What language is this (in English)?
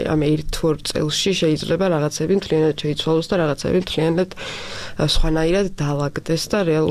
Georgian